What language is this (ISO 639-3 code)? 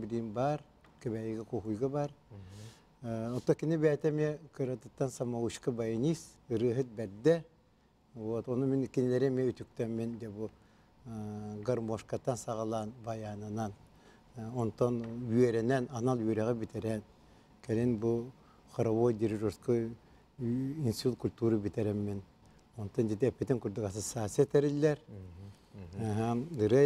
sah